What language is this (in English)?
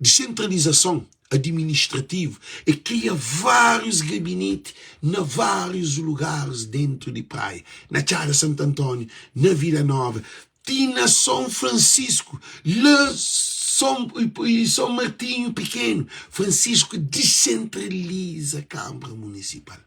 Kabuverdianu